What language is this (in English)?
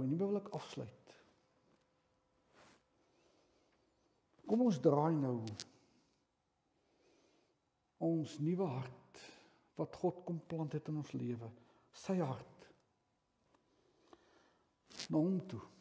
Afrikaans